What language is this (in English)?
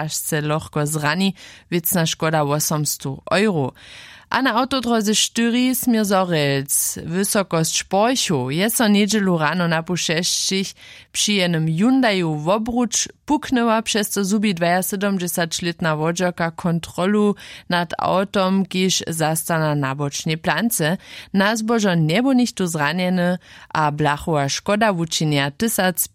Upper Sorbian